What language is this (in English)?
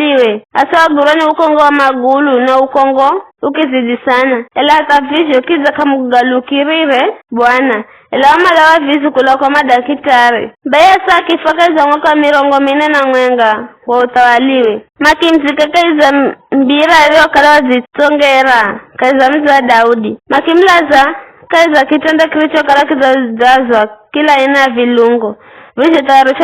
Giryama